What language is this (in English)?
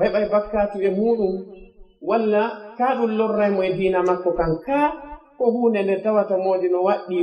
Pular